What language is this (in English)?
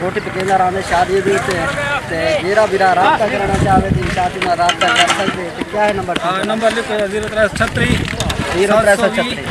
Saraiki